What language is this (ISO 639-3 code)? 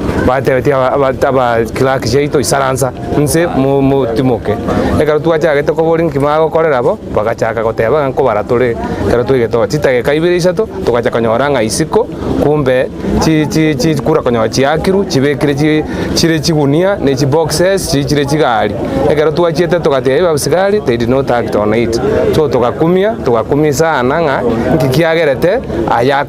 guz